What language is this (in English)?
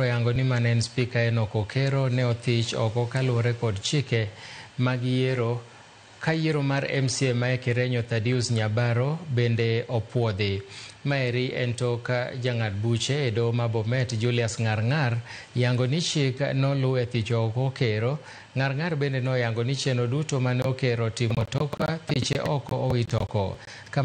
Luo (Kenya and Tanzania)